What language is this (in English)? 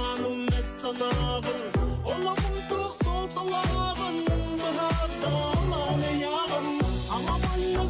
Yakut